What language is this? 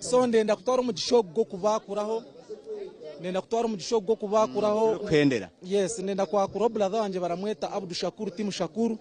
Nyankole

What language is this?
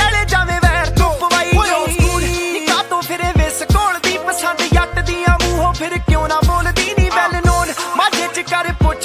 Punjabi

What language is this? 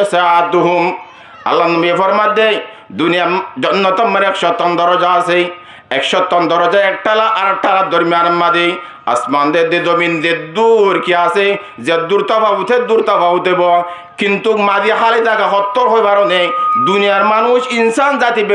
Rohingya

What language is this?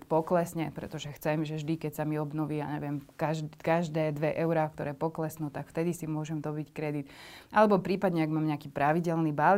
Slovak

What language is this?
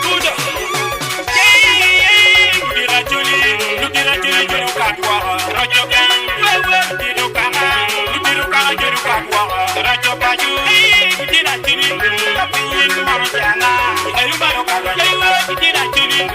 Acoli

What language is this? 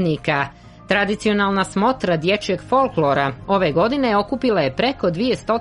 Serbian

